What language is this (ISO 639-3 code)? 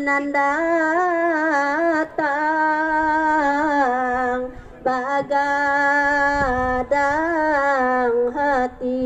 min